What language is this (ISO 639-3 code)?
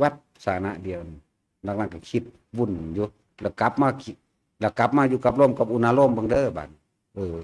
tts